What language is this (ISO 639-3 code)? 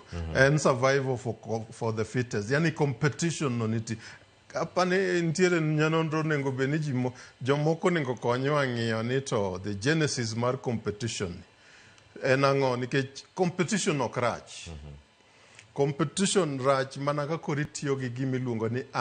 luo